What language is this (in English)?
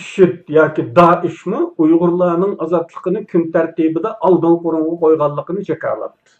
Uyghur